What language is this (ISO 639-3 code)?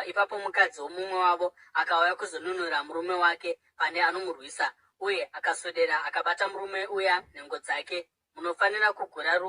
sna